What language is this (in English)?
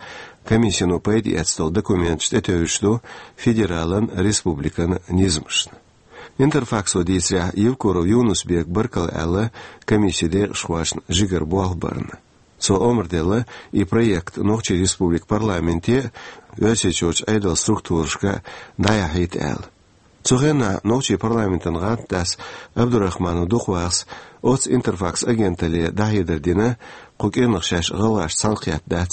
Chechen